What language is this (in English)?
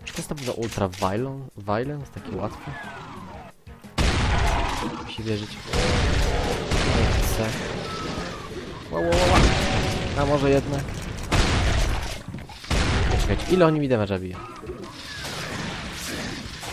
Polish